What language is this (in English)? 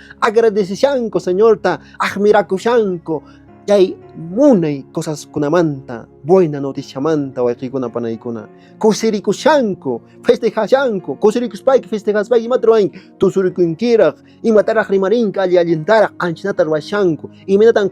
Quechua